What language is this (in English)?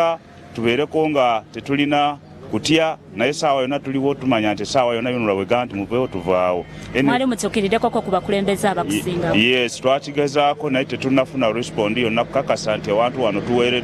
Ganda